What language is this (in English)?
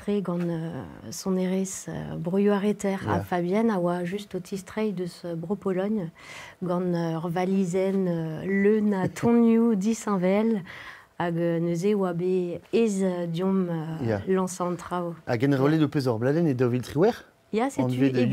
Breton